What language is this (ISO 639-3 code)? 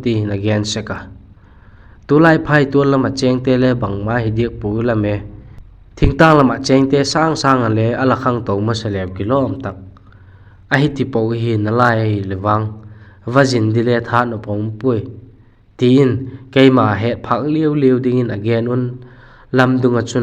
vap